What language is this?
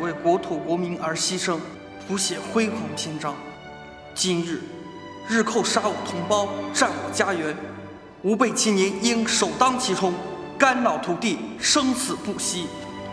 Chinese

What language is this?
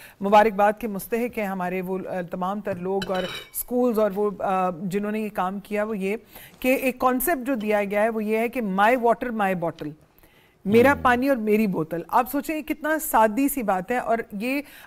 Urdu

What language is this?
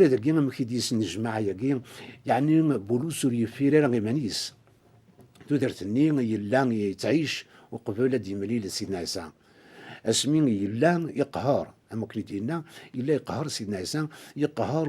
Kabyle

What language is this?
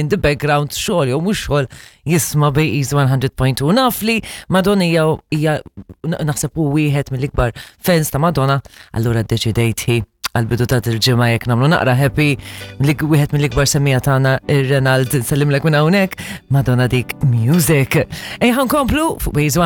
Maltese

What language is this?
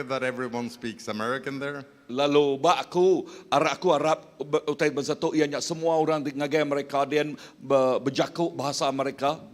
Iban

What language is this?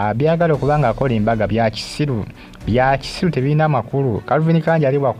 Ganda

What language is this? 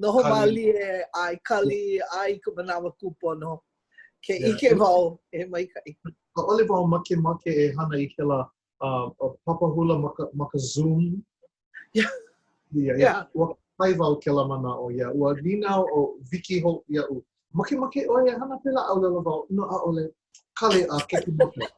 Hawaiian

